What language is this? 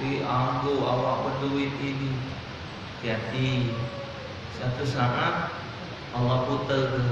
Musi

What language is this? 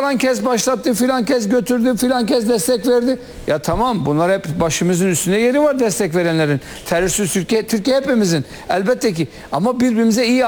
Turkish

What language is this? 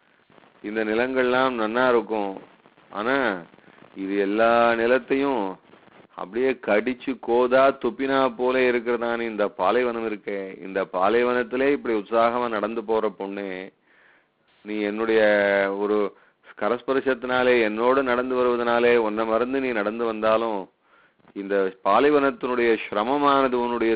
Tamil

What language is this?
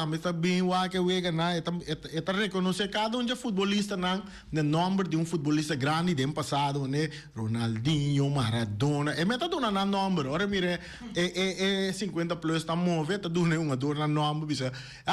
Papiamento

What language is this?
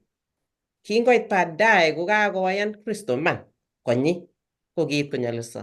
Kalenjin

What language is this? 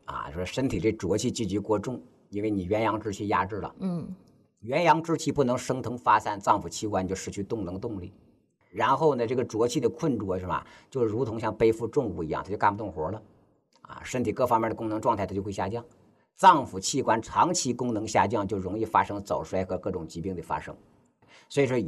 Chinese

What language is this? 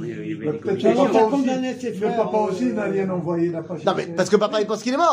French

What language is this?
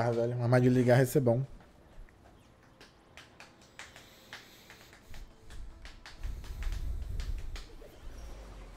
Portuguese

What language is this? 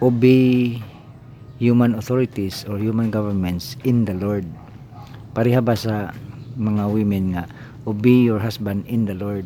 Cebuano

